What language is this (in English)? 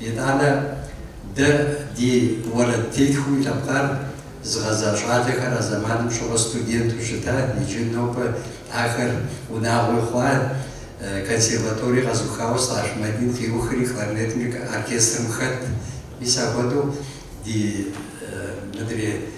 Kabardian